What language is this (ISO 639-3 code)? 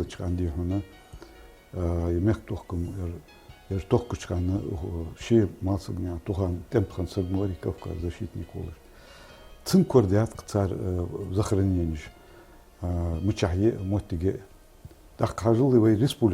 inh